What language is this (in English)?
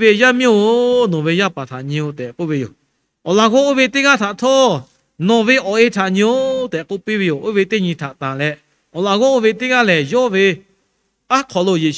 Lahu